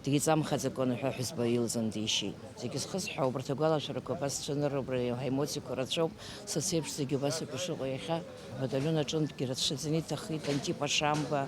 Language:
Abkhazian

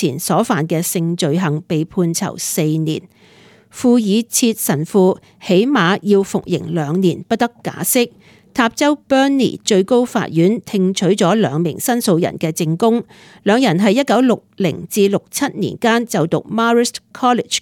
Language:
Cantonese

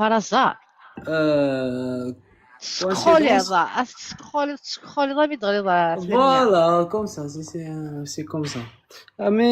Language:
Kabyle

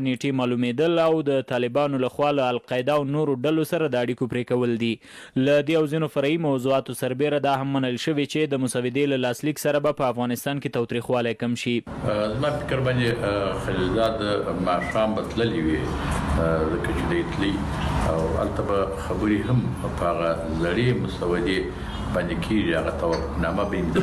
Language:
Pashto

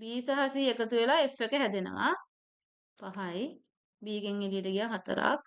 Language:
Sinhala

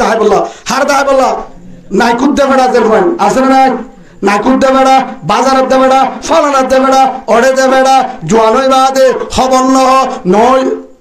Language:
Rohingya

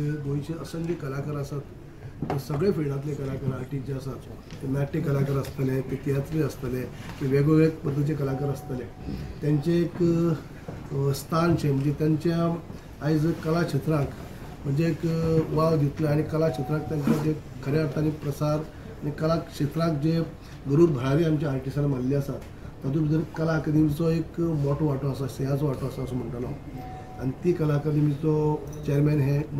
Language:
Konkani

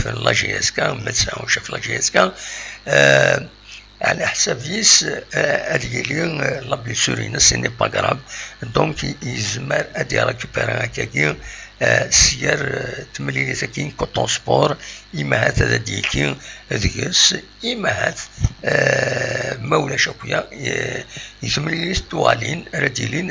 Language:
Kabyle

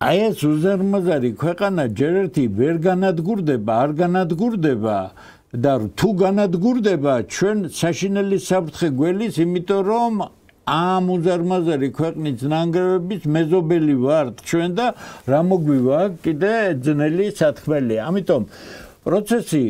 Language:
Georgian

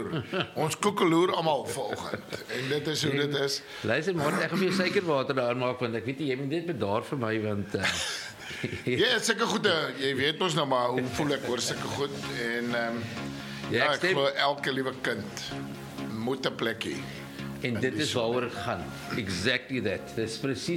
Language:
Afrikaans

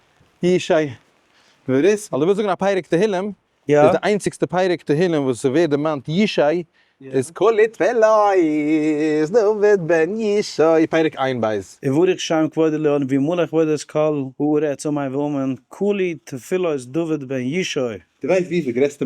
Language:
Yiddish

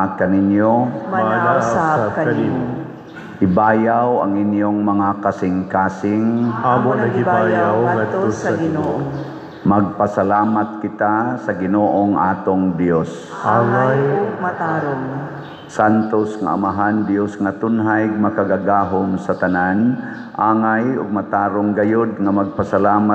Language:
Cebuano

